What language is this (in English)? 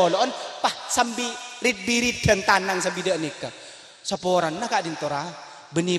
Madurese